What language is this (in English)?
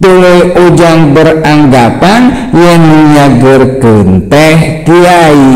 Sundanese